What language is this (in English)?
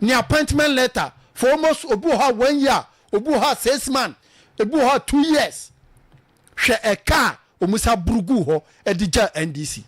Akan